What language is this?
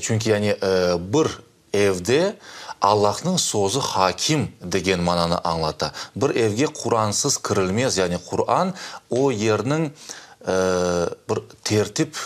Crimean Tatar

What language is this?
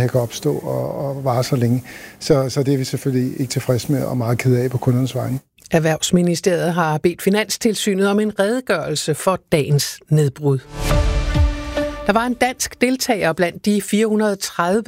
Danish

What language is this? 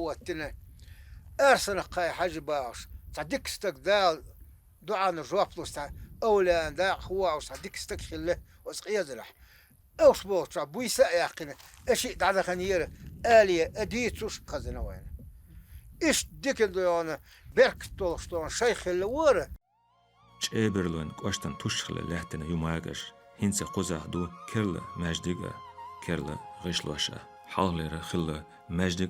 Chechen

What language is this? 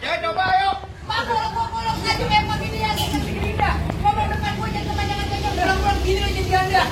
Betawi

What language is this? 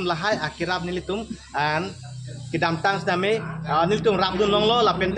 Karbi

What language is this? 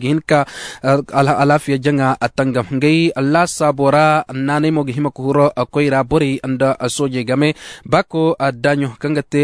Zarma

